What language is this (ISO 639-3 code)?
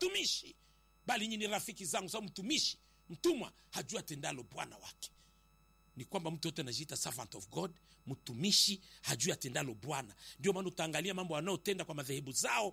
swa